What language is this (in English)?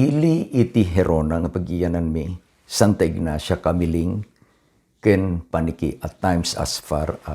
Iloko